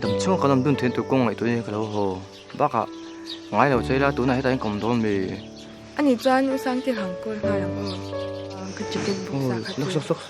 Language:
Mizo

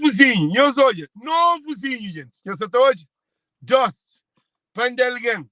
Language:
Kabuverdianu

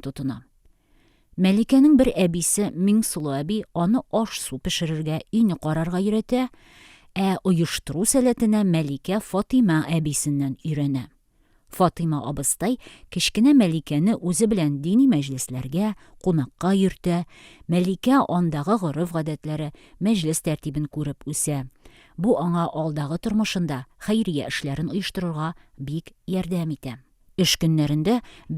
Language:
Tatar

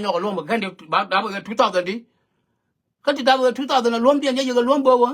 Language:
Nuer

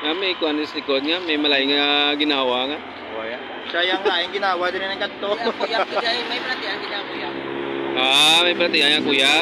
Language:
Hiligaynon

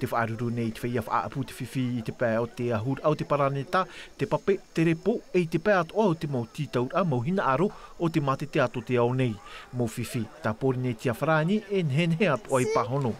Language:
Tahitian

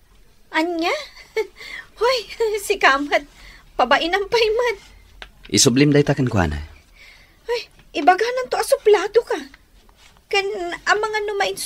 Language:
Iloko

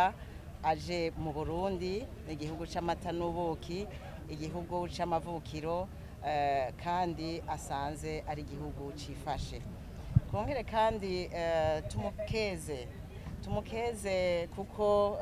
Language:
Rundi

